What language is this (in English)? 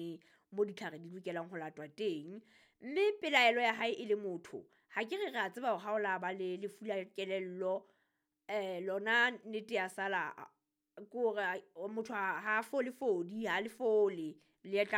Southern Sotho